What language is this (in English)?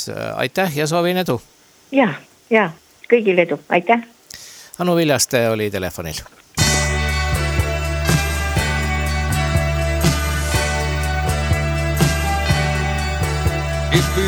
Estonian